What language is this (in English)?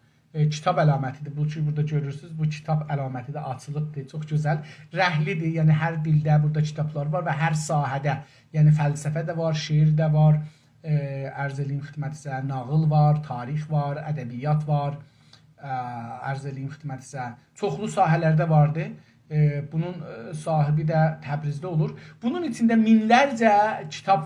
South Azerbaijani